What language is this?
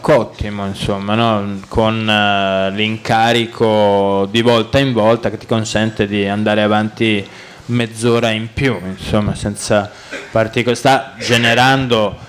Italian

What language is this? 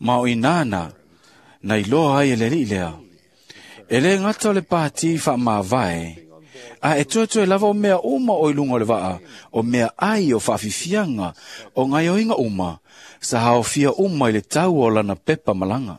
Samoan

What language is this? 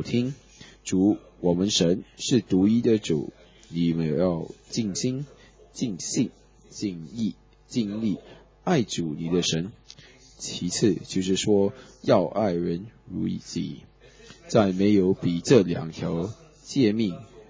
Chinese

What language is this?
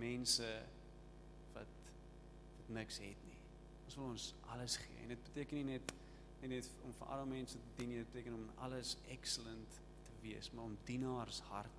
Afrikaans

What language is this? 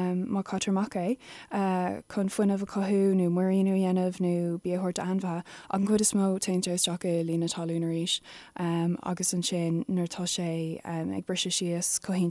Irish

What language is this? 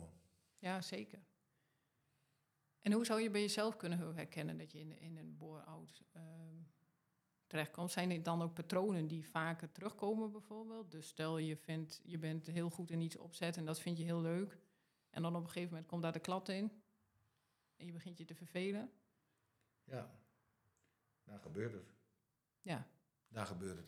Dutch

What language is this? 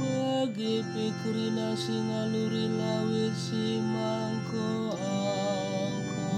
Batak Karo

